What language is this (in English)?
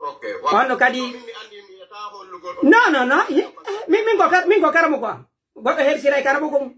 Pular